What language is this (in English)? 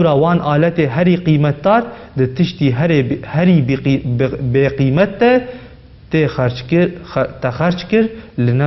Kurdish